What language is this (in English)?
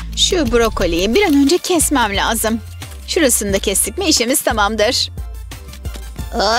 Turkish